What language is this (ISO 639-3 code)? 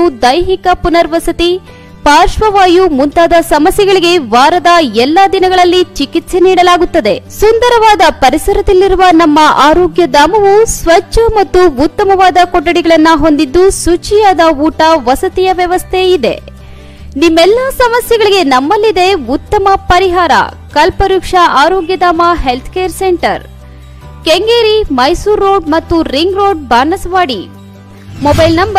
kan